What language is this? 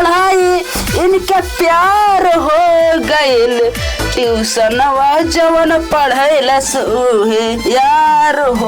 Awadhi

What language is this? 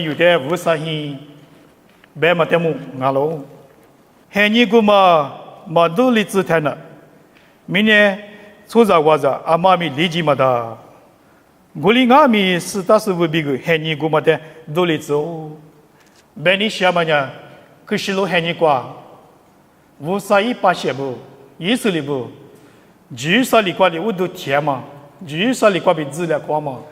Lisu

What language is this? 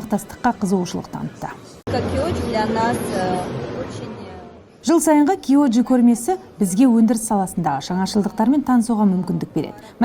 Kazakh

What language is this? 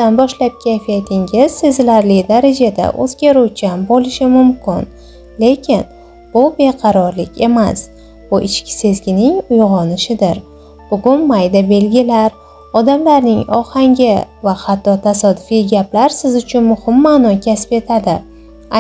Uzbek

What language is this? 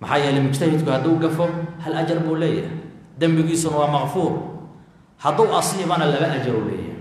Somali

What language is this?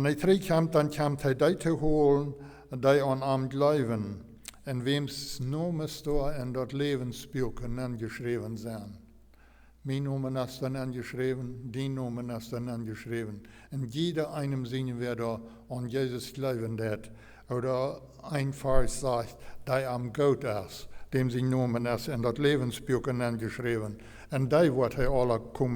Plautdietsch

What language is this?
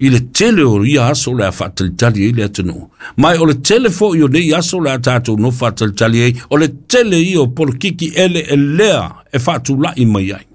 Samoan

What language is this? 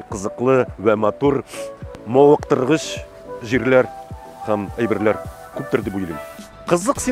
Tatar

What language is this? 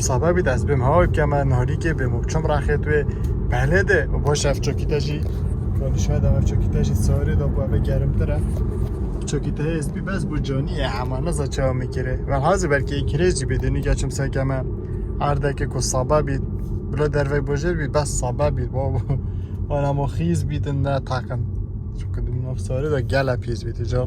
Kurdish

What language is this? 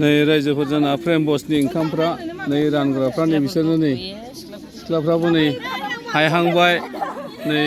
Bodo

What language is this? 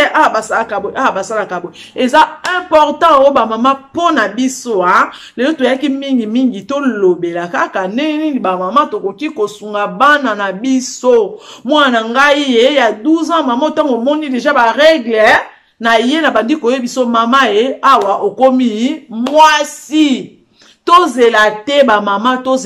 Lingala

